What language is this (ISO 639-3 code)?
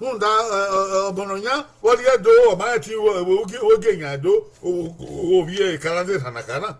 bin